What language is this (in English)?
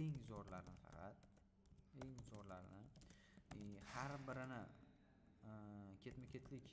Uzbek